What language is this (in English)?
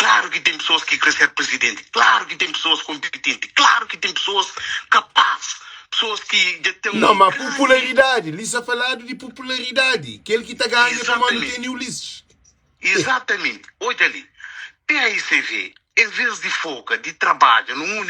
Kabuverdianu